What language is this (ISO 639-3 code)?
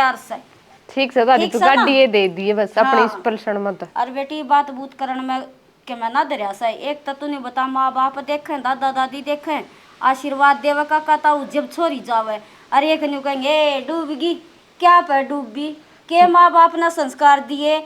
bgc